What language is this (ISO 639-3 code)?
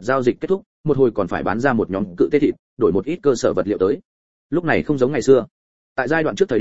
vie